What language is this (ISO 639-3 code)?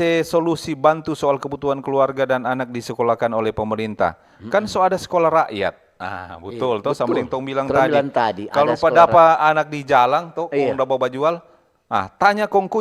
xmm